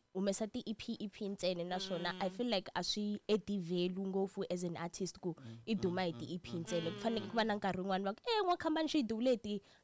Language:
Tsonga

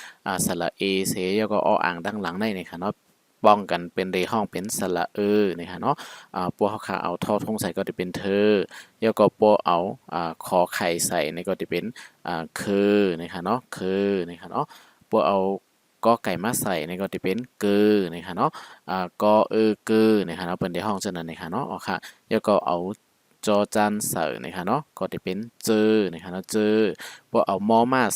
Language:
Shan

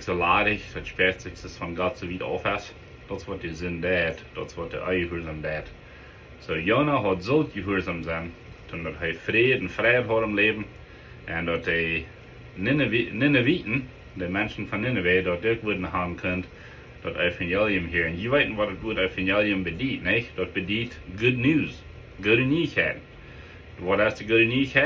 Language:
Plautdietsch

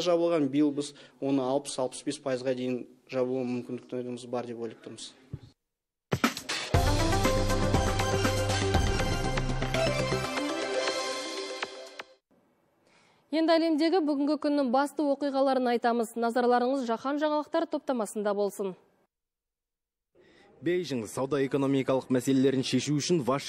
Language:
Kazakh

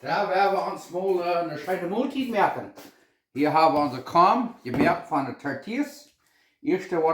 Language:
Plautdietsch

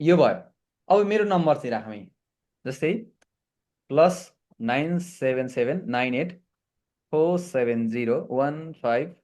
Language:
Nepali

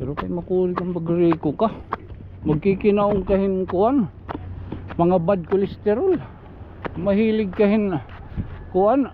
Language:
Waray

